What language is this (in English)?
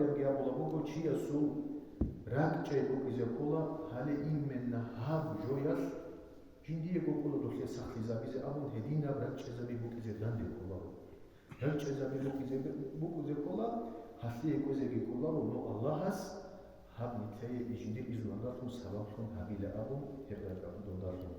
Avaric